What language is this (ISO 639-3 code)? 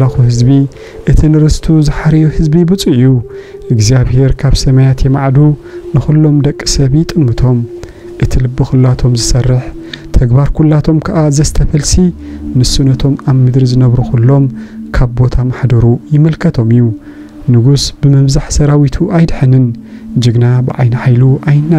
tir